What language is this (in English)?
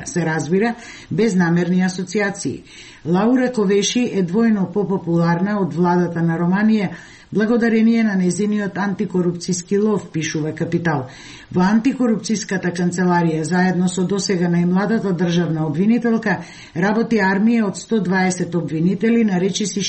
Macedonian